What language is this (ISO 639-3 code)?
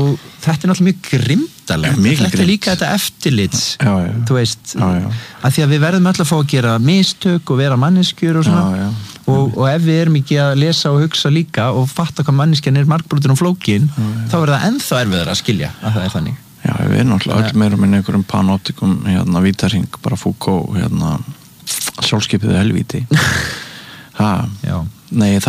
isl